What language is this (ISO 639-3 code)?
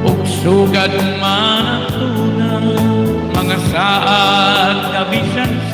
war